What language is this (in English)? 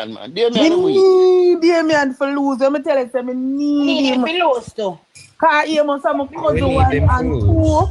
Jamaican Creole English